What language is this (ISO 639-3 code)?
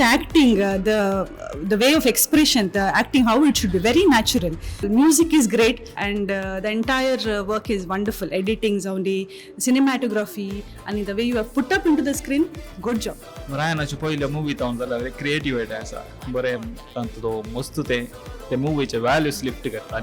kok